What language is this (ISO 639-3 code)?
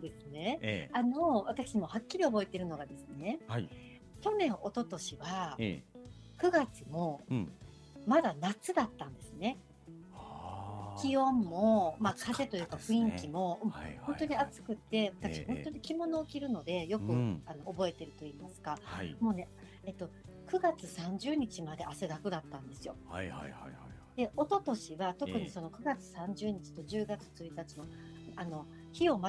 jpn